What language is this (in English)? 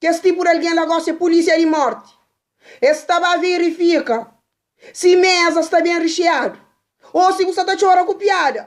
Kabuverdianu